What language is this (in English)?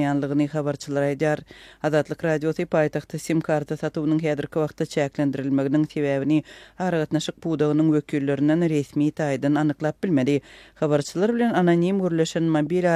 Turkmen